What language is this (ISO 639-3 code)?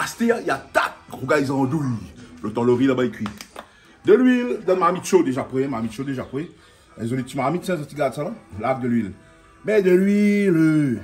rcf